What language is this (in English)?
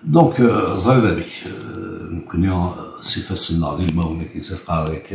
Kabyle